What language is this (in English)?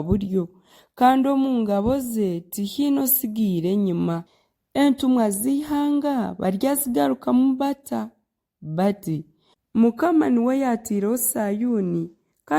Nyankole